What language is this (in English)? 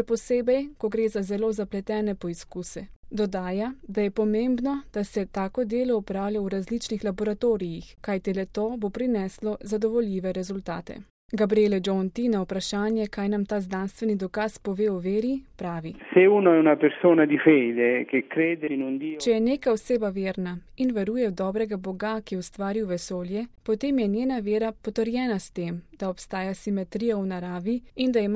Slovenian